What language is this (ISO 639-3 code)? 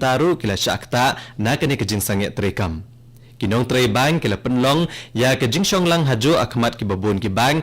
kha